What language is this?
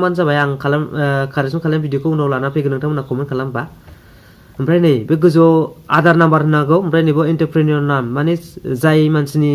Bodo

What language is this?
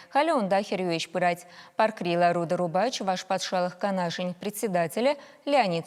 Chuvash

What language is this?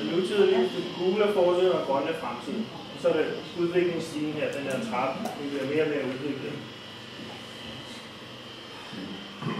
Danish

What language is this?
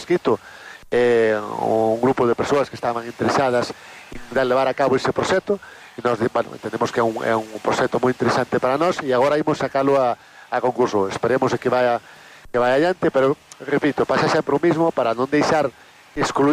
Galician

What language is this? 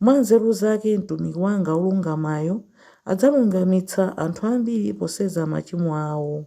Nyanja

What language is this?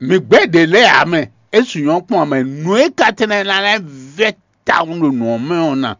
Fon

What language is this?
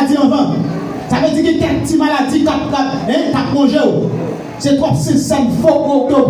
Haitian Creole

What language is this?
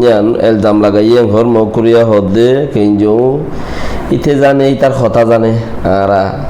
Rohingya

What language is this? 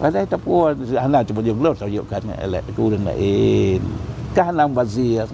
Achinese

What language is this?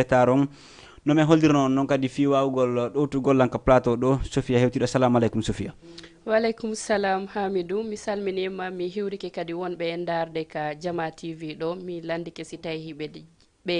Fula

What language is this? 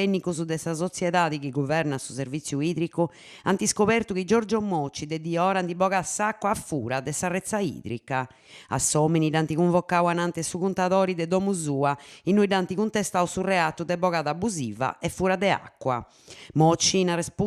Sardinian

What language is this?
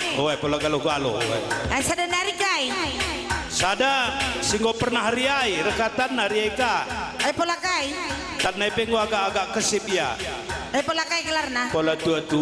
Batak Karo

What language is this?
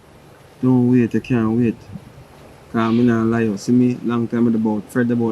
Jamaican Creole English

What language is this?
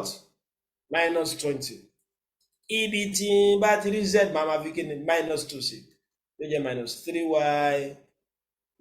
Yoruba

